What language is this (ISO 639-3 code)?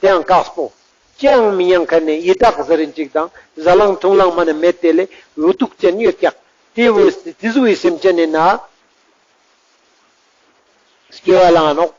lbj